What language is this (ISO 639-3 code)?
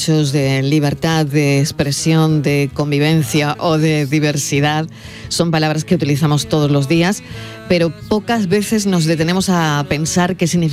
spa